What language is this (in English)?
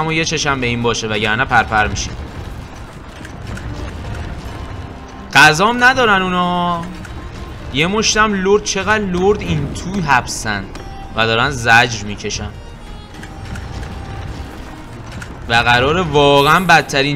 Persian